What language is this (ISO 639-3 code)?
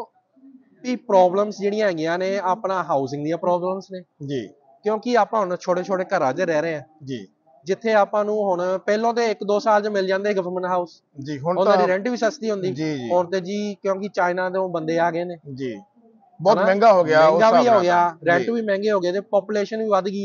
pan